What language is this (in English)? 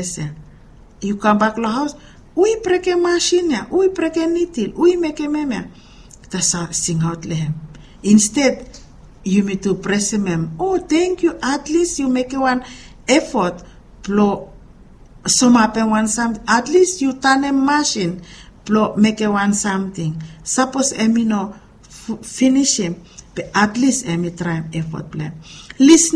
Bislama